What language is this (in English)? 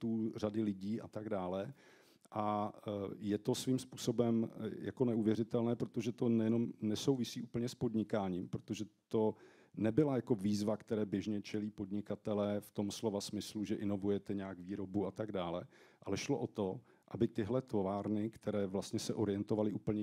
Czech